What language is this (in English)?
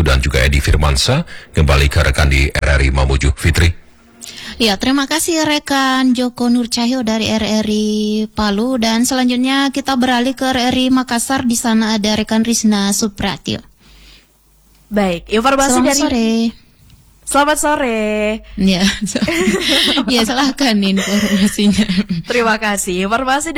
Indonesian